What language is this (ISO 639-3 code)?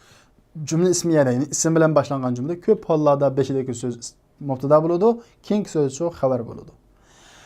uig